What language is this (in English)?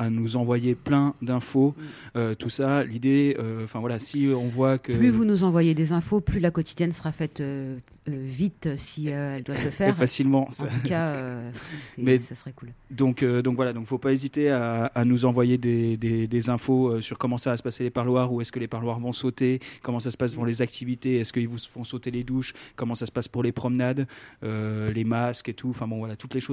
French